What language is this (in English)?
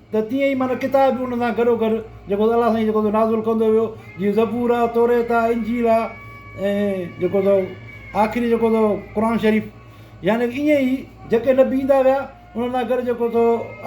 Sindhi